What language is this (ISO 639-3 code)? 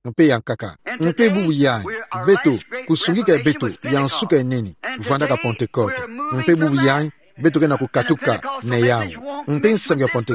ktu